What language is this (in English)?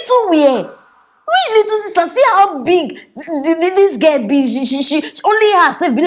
Nigerian Pidgin